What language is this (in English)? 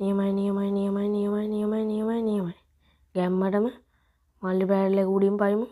Sinhala